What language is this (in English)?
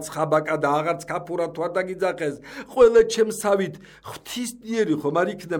Georgian